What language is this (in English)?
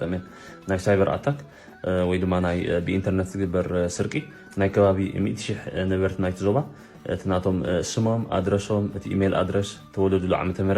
Tigrinya